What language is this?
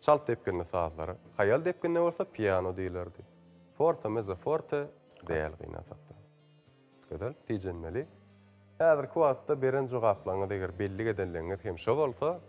Turkmen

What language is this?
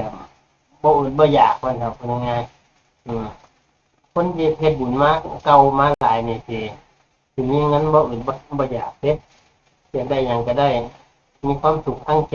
Northeastern Thai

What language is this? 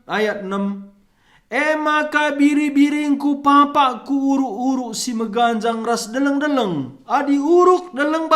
Batak Karo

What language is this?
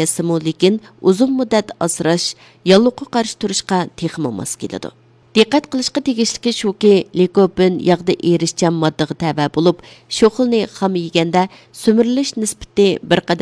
Uyghur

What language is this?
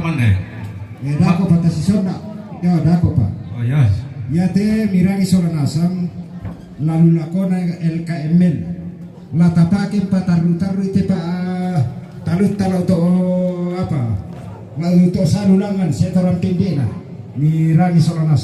Toraja-Sa'dan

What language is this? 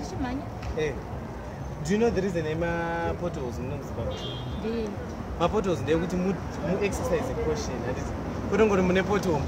Shona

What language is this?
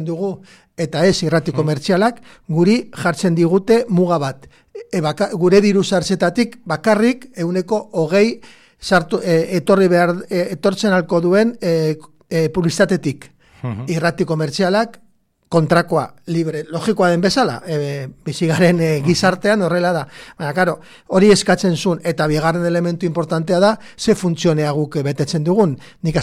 Basque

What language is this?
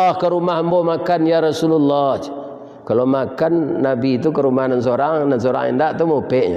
Minangkabau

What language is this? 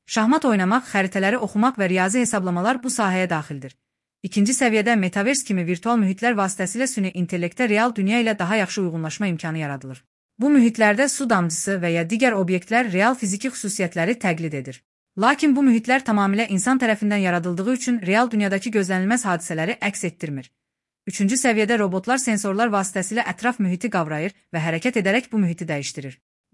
Azerbaijani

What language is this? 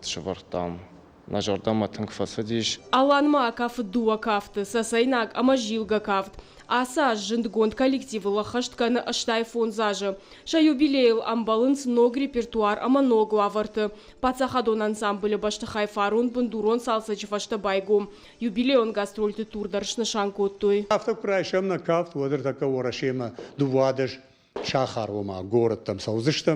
Ossetic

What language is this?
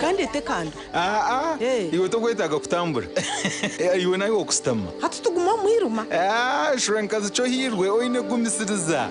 Nyankole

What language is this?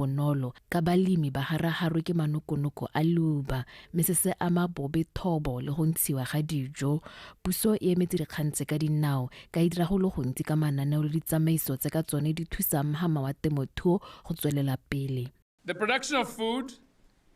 Tswana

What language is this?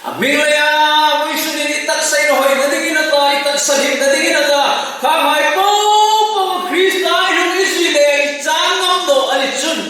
Hmar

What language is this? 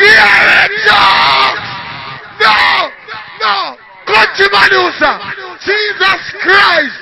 Jamaican Creole English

